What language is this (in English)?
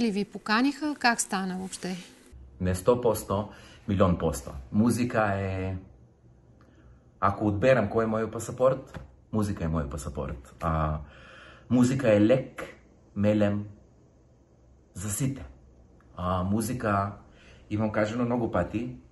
Bulgarian